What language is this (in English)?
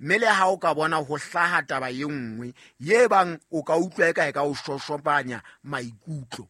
Southern Sotho